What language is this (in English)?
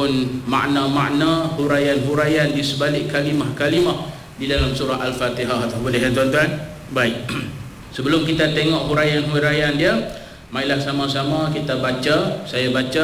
Malay